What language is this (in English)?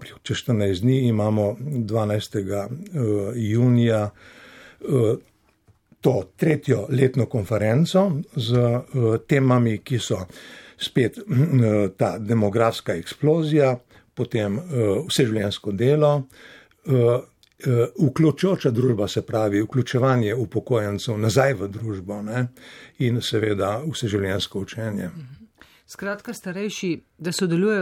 Slovenian